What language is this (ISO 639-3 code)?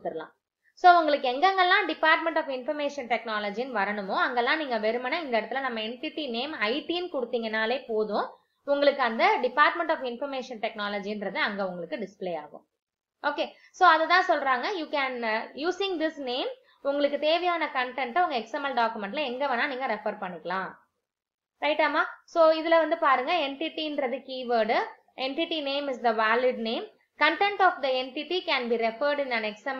tam